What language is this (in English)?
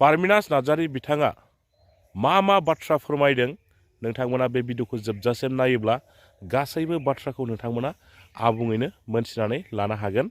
Bodo